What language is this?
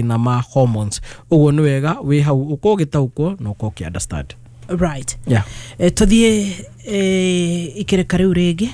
Kikuyu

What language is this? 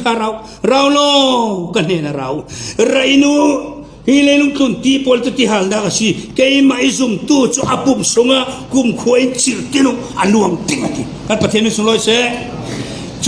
Falam Chin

